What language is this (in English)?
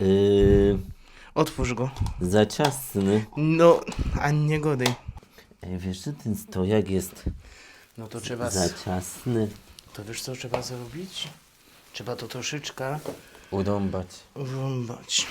Silesian